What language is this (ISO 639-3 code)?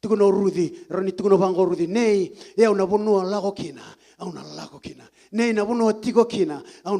fij